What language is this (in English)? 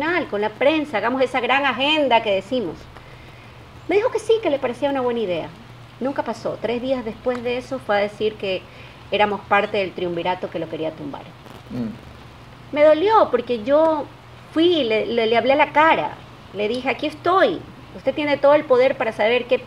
Spanish